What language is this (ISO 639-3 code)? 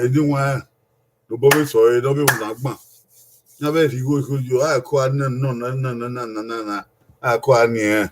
bin